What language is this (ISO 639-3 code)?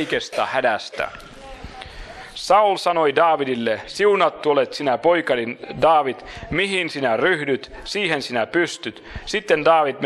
fin